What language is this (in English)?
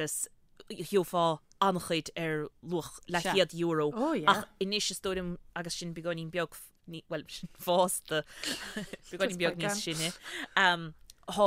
Irish